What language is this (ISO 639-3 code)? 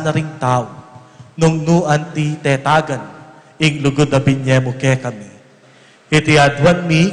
pam